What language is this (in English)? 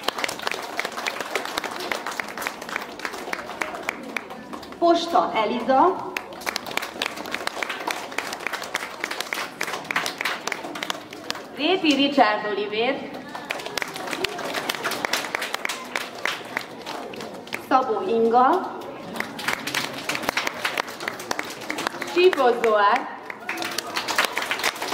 Hungarian